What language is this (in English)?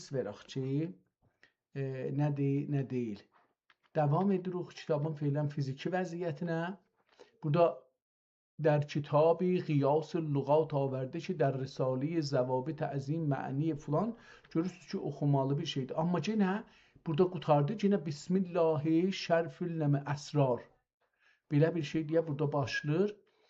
South Azerbaijani